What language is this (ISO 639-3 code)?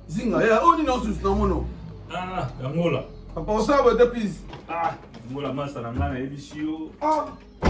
lin